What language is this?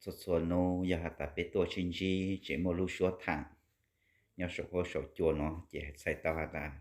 Hmong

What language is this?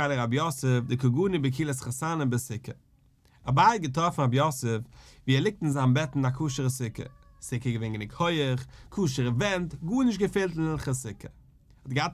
Yiddish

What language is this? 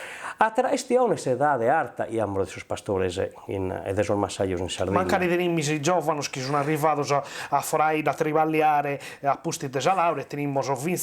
Sardinian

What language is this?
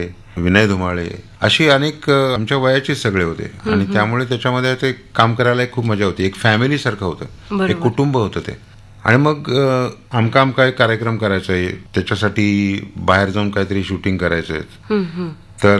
Marathi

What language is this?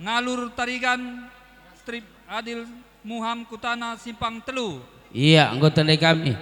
Batak Karo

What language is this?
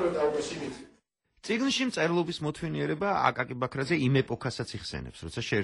Georgian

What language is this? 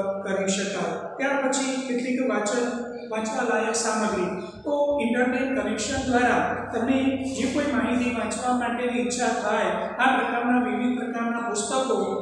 Gujarati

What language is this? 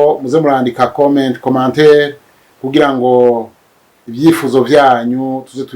Rundi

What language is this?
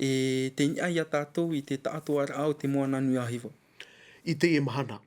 Tahitian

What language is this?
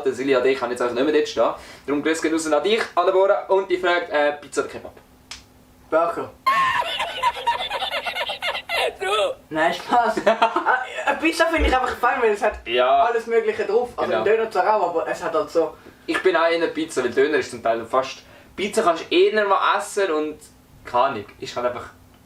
Swiss German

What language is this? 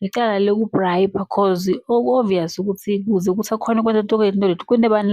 Zulu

